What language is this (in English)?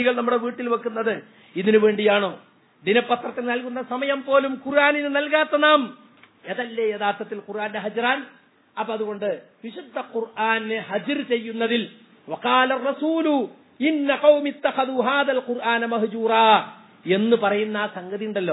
Malayalam